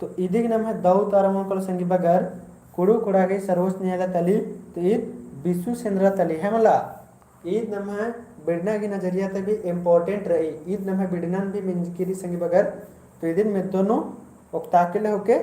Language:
Kurukh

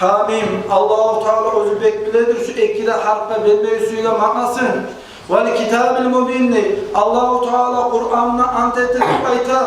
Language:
Kumyk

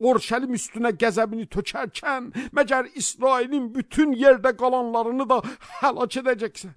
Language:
Azerbaijani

